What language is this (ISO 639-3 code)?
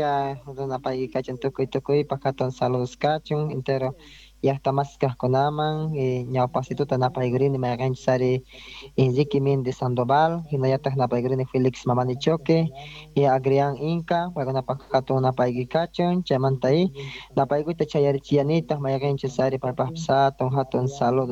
quh